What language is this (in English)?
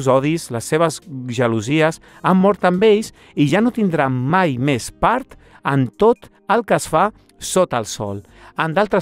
Catalan